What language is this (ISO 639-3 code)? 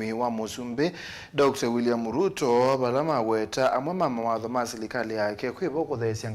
kam